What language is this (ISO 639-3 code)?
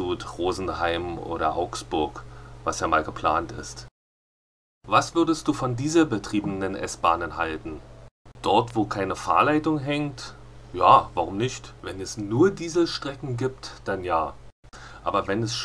deu